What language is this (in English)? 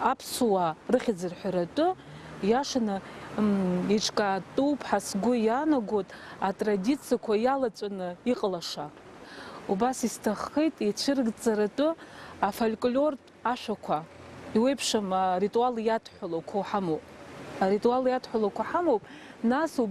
Abkhazian